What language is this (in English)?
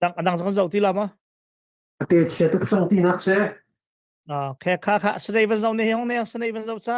Hakha Chin